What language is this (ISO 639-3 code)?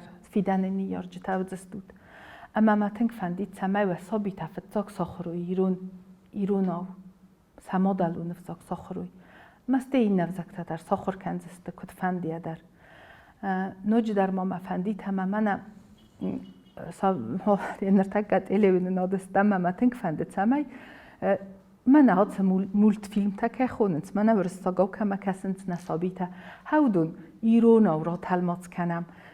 oss